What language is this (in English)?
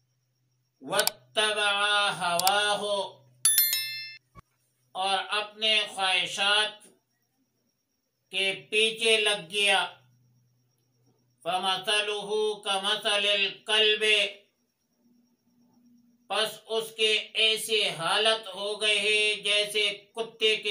Urdu